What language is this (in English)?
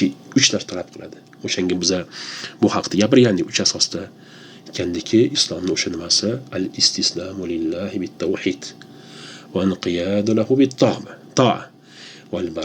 Uzbek